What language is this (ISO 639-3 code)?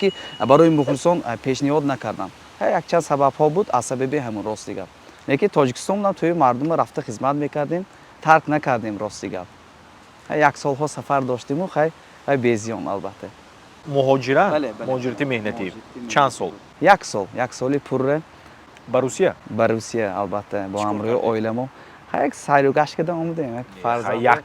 tgk